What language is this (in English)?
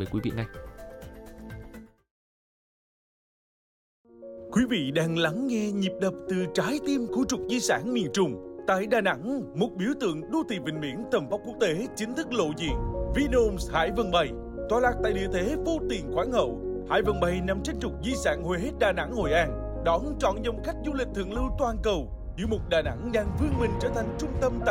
Vietnamese